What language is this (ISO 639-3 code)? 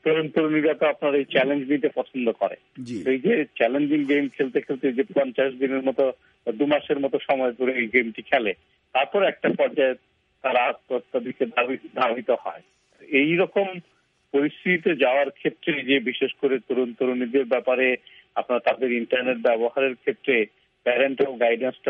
ben